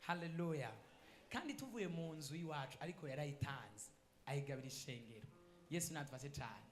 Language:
Rundi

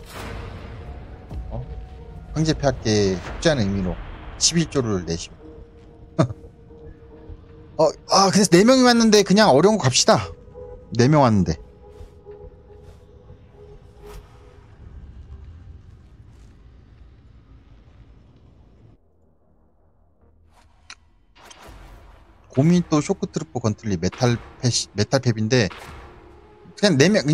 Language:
Korean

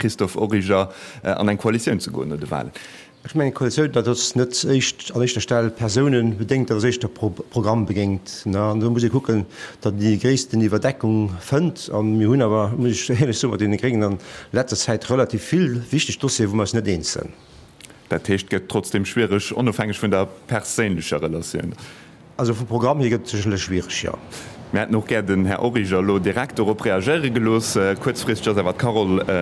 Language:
Luxembourgish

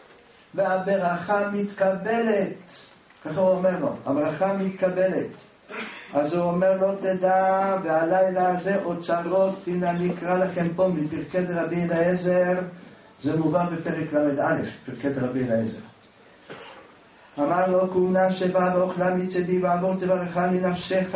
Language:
Hebrew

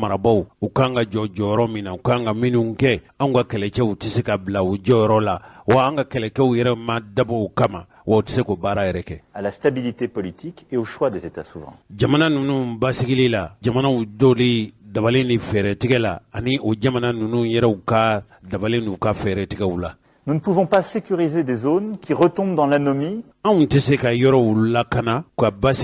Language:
Bambara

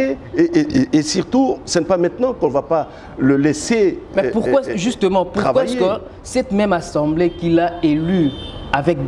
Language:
French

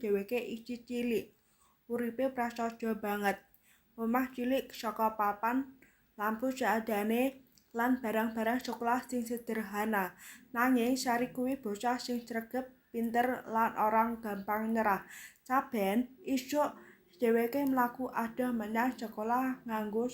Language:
Javanese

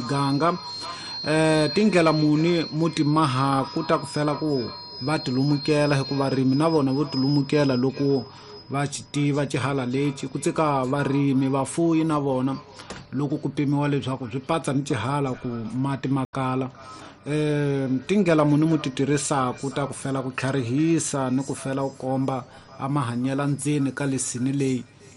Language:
Tsonga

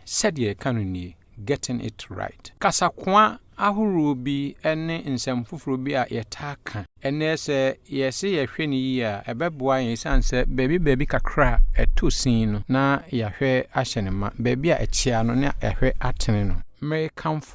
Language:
Akan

